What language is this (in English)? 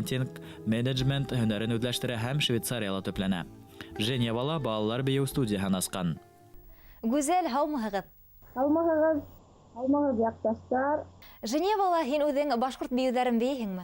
Bashkir